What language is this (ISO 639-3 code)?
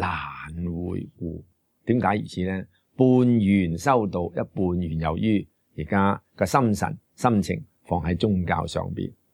yue